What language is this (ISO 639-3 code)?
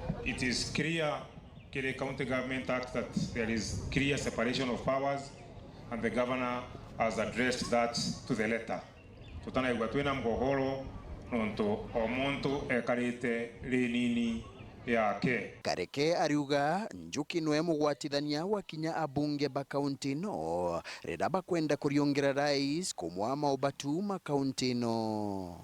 mer